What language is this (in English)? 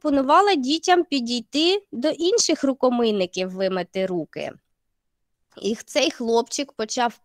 Ukrainian